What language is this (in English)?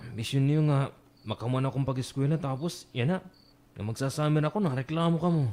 Waray